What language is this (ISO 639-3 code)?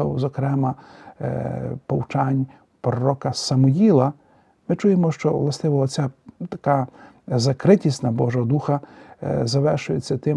ukr